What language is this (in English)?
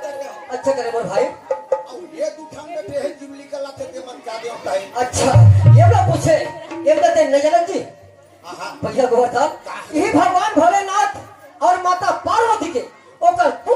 Chhattisgarhi